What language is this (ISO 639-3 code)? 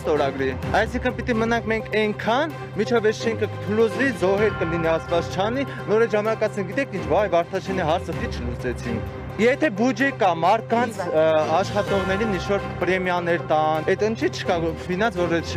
hye